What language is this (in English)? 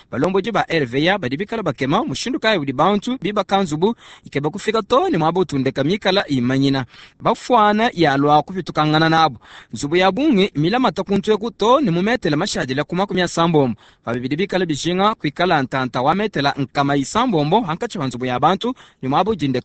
Luba-Lulua